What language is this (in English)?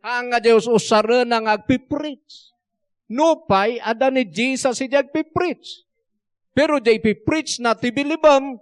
Iloko